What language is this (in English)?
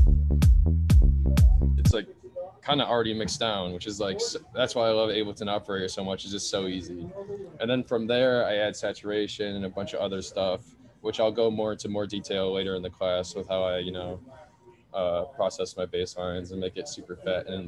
English